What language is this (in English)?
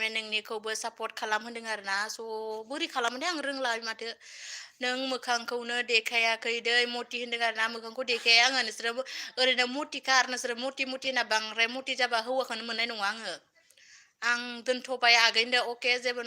Bodo